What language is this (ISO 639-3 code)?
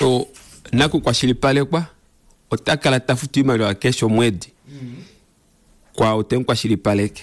kua